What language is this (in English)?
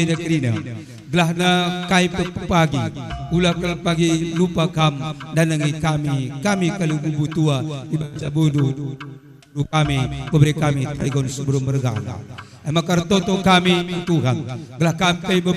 Batak Karo